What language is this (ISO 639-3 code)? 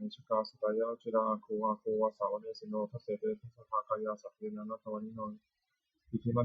pli